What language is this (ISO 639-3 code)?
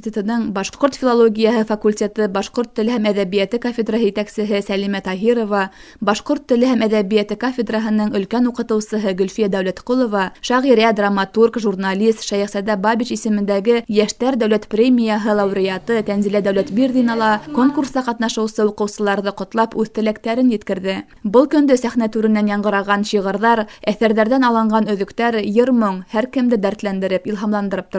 bak